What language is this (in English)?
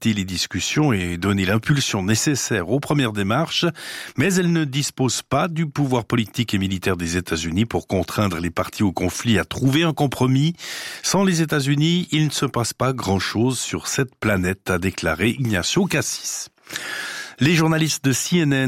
French